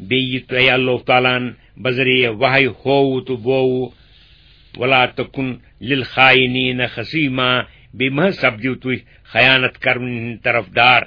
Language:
Kashmiri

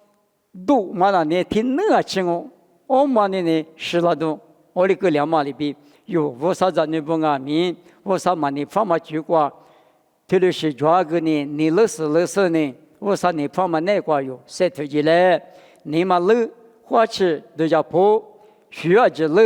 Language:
Lisu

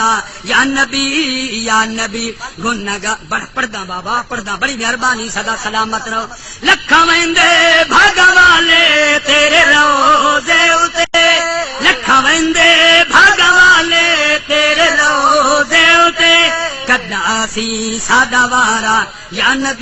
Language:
Saraiki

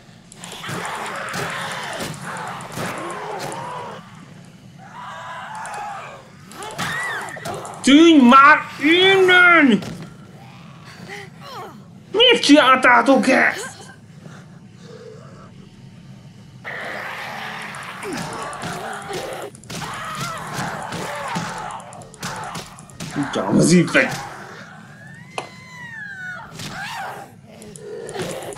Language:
Hungarian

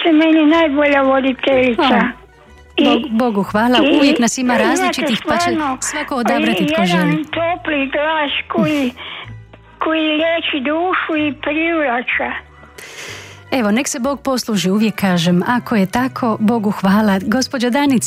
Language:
Croatian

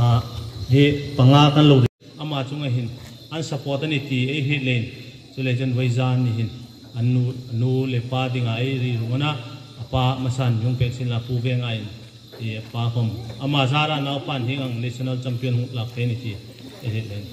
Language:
Hmar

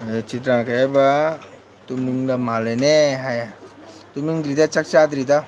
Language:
Manipuri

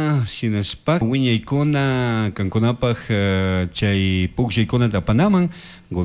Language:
Chimborazo Highland Quichua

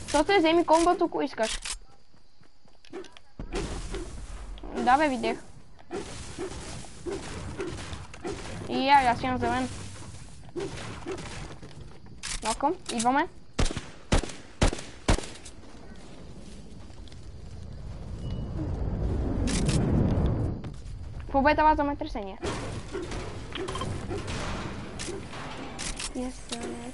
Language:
Bulgarian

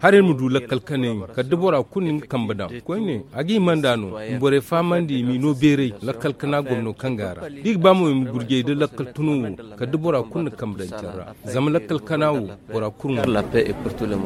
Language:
Zarma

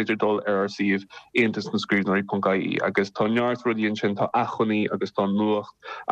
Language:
Irish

